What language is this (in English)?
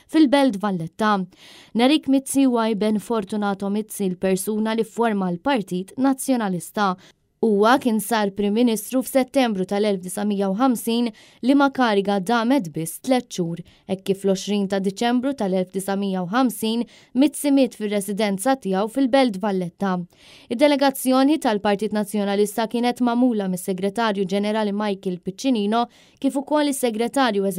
Maltese